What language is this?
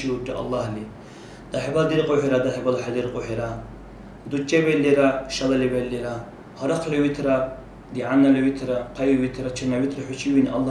Dargwa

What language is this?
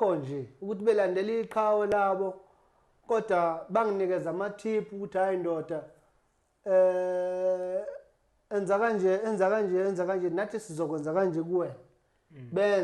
Zulu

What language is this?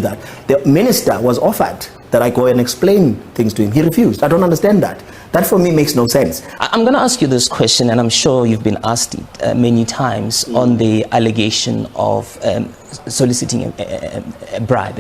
Venda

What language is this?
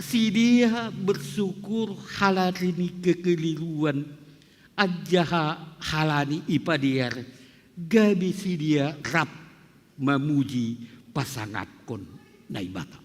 Batak Simalungun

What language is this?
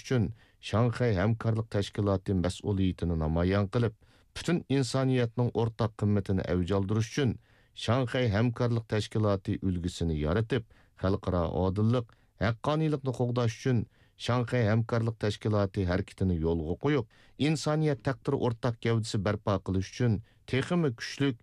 Uyghur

